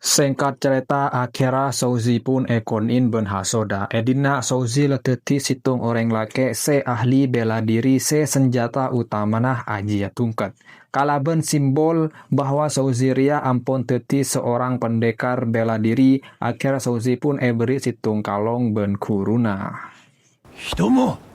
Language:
Madurese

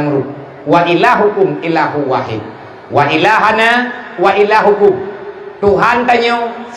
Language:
Achinese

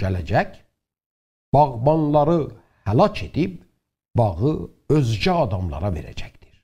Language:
South Azerbaijani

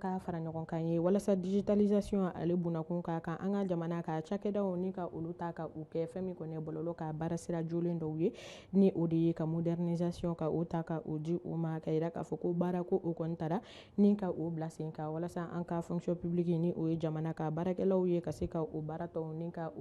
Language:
Bambara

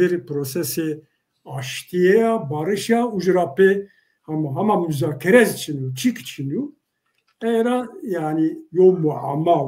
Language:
Zaza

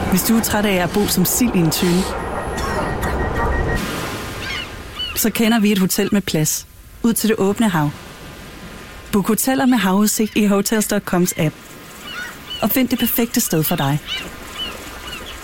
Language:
Danish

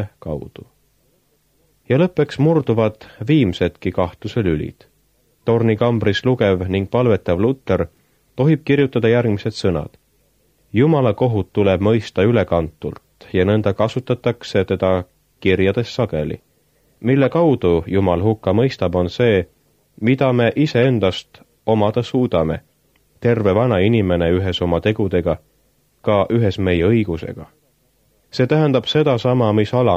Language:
Estonian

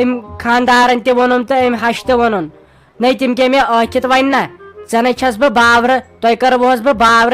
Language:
Kashmiri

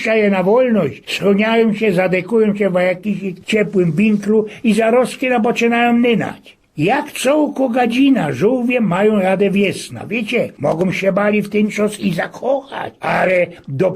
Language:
Silesian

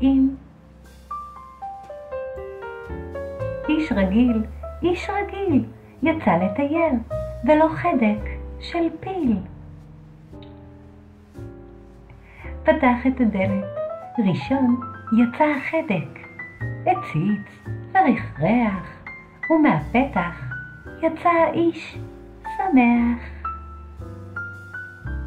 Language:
Hebrew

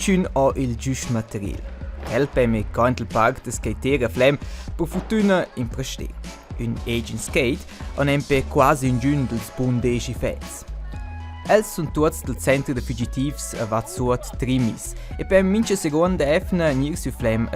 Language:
Romansh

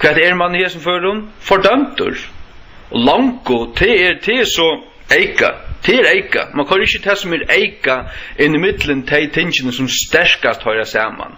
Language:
Faroese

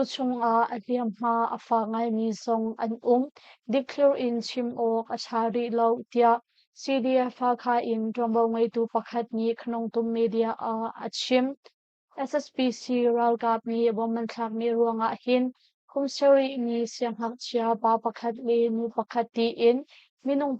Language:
Hakha Chin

